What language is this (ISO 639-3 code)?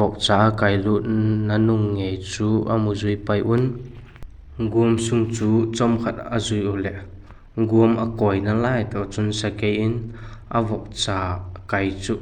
vap